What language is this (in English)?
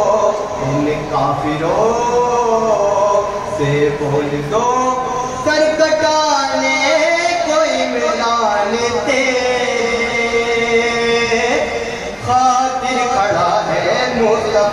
Urdu